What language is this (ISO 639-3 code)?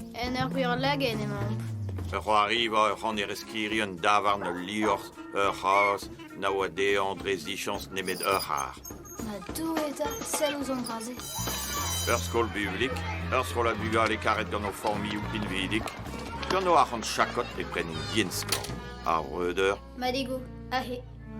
bre